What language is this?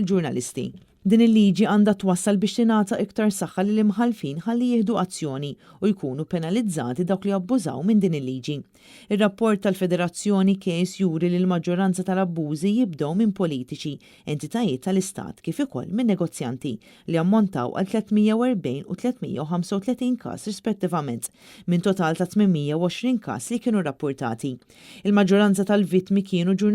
Maltese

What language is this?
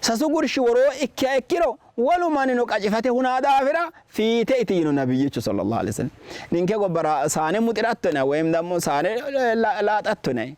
Sidamo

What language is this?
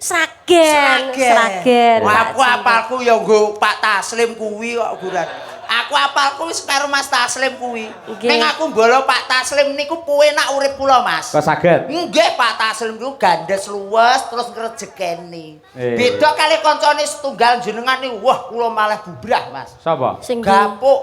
Javanese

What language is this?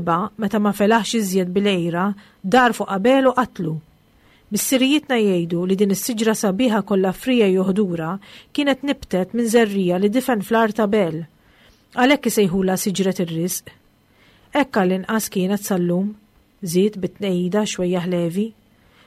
Maltese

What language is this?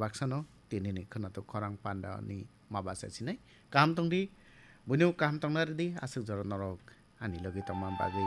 Kok Borok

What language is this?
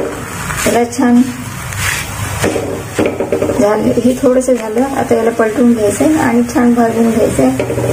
Marathi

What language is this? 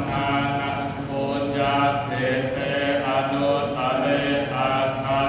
Pali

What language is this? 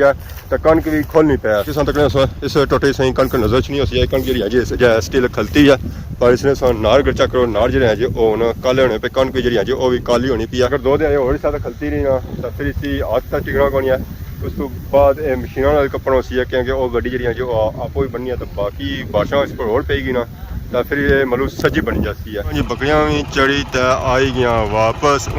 Pahari-Potwari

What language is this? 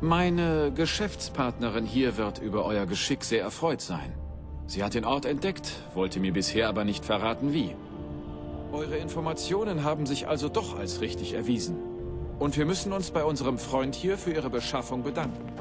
Bavarian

